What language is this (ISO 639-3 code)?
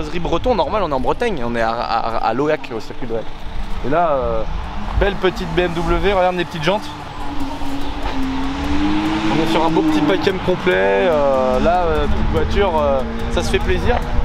fra